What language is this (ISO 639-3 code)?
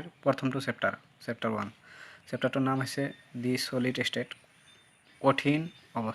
asm